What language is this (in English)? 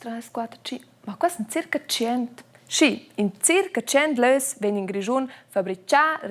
Romansh